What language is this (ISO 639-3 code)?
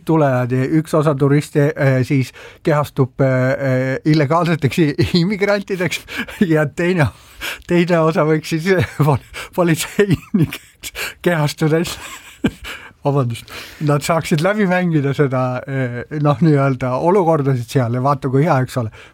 est